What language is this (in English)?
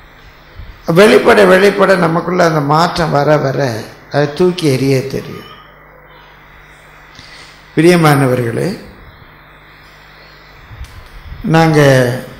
Tamil